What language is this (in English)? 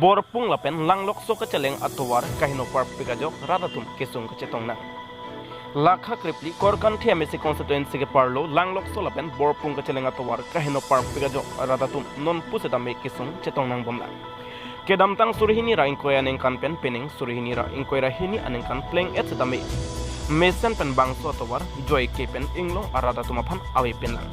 Karbi